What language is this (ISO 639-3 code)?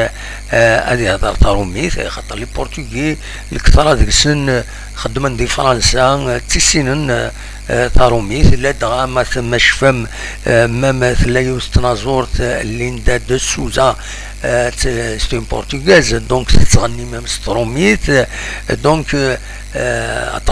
kab